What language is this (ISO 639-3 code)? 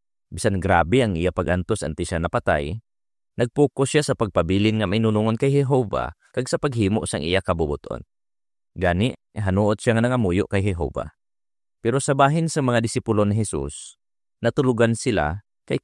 hil